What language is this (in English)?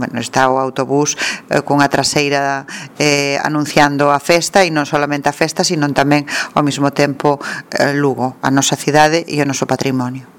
Galician